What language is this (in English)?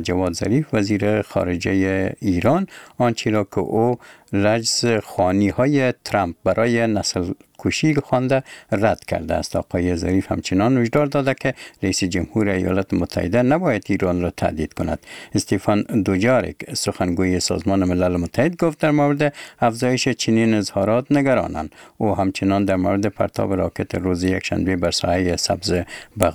Persian